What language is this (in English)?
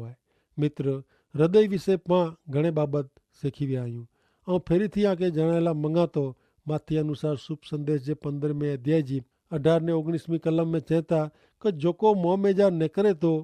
Kachhi